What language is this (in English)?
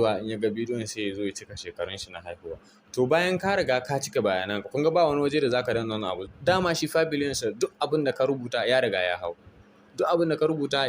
Hausa